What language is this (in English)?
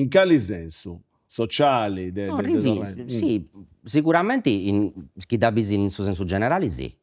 Sardinian